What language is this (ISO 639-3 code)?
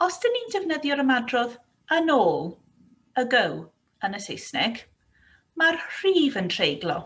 cym